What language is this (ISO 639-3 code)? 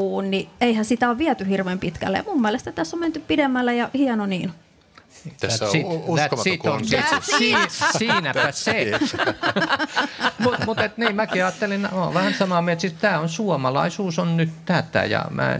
fin